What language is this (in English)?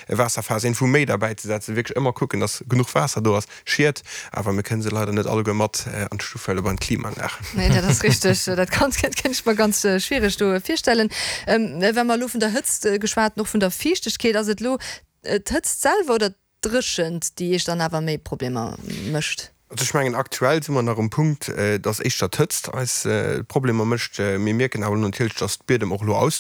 Luxembourgish